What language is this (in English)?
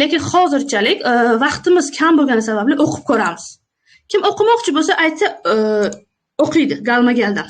Uzbek